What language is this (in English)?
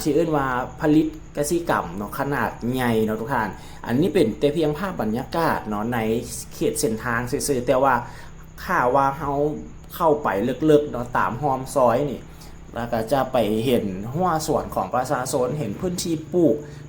Lao